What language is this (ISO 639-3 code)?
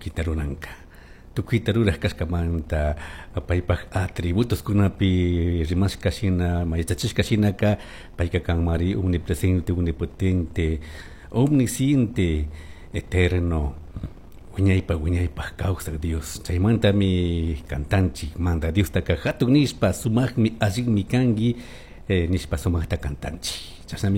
qug